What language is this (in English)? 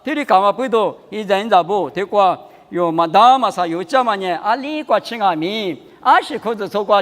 Lisu